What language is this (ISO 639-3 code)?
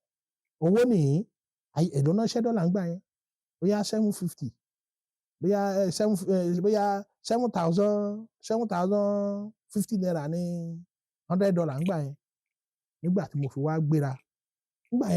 yor